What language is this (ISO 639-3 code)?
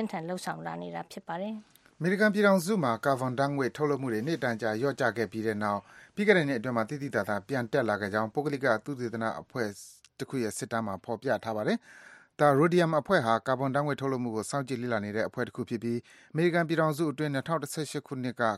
mya